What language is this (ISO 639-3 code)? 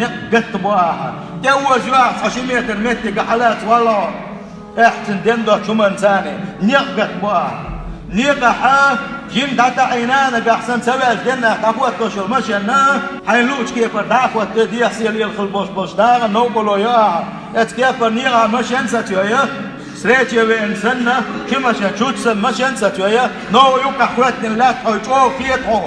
che